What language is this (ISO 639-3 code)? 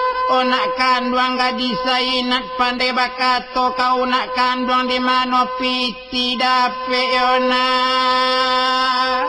min